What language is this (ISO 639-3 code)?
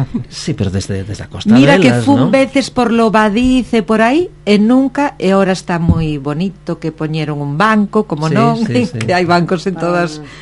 glg